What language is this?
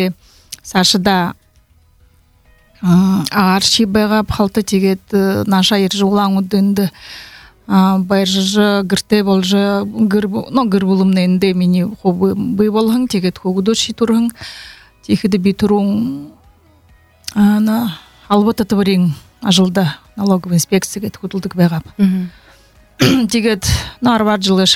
Buriat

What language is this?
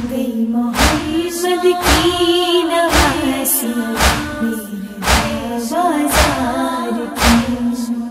Urdu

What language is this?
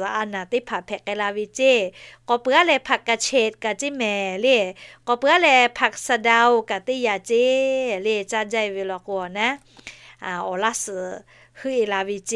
Lahu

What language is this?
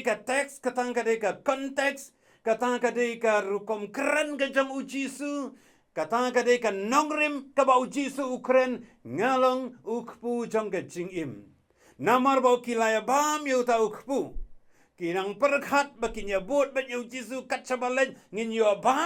Khasi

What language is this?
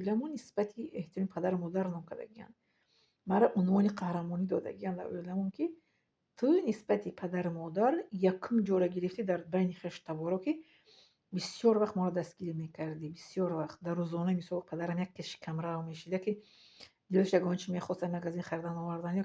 Tajik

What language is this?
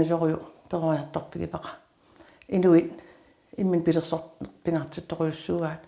Kalaallisut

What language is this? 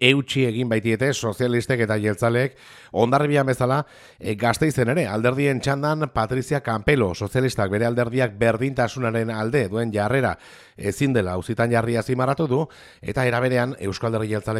Basque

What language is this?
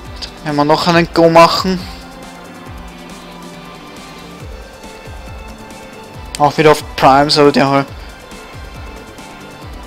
German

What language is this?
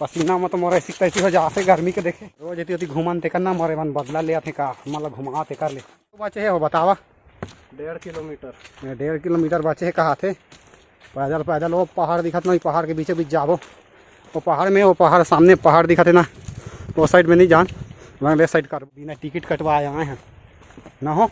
Chhattisgarhi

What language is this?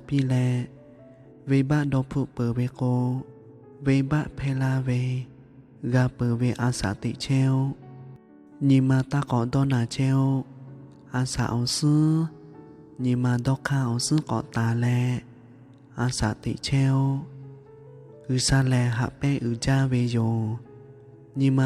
Lahu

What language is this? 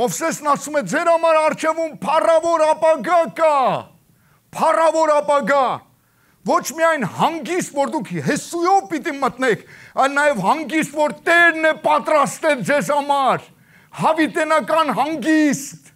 Armenian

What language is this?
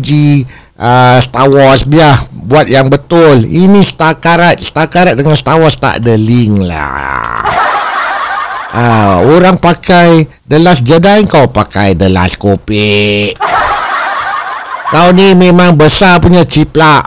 Malay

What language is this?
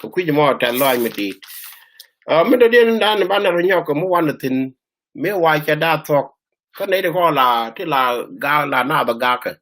Nuer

